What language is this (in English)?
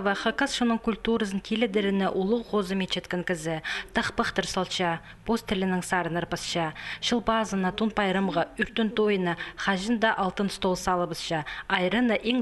Khakas